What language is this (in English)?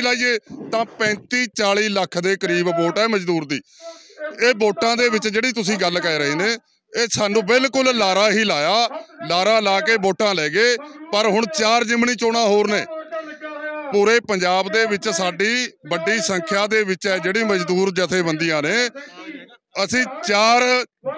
Punjabi